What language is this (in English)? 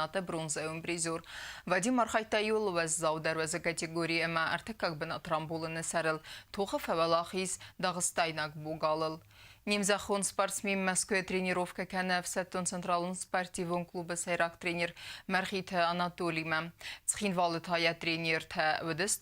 Ossetic